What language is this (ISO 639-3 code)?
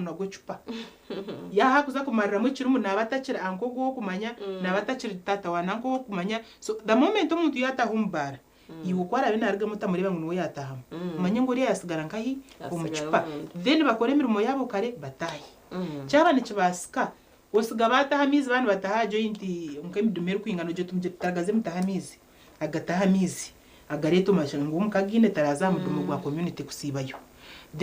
nyn